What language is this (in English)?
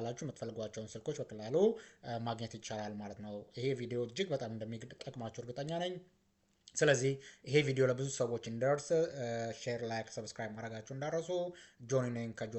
Amharic